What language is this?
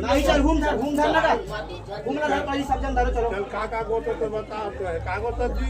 Chhattisgarhi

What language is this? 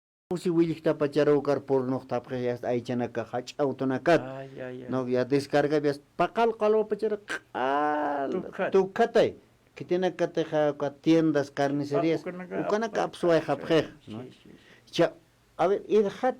Aymara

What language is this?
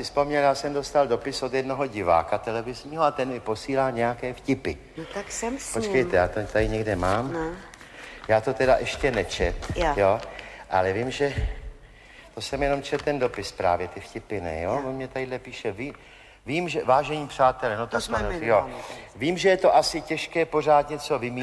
Czech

